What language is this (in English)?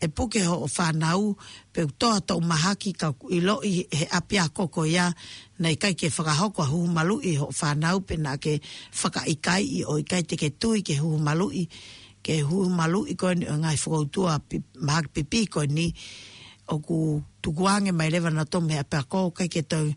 Tongan